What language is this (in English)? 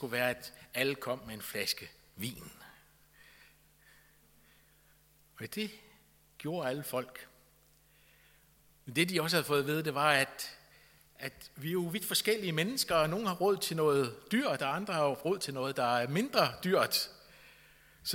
Danish